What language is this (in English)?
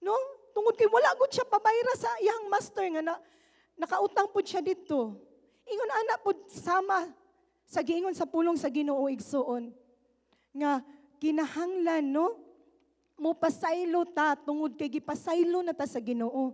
Cebuano